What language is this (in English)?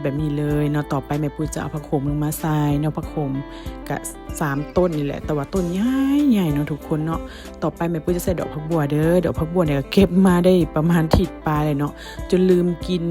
Lao